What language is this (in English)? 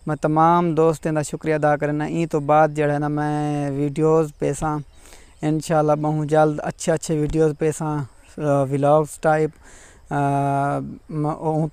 Saraiki